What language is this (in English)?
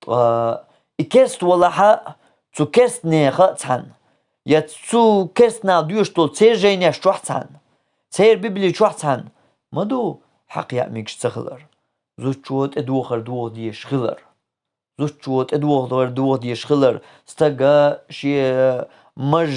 Chechen